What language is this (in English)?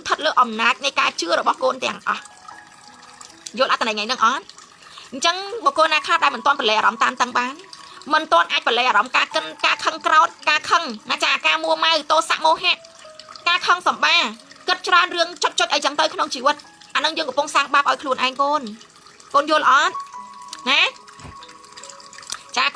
Khmer